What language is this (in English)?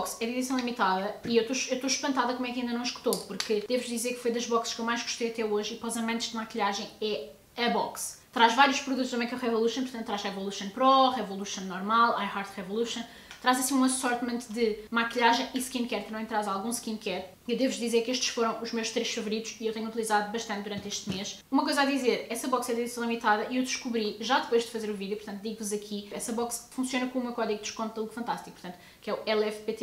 Portuguese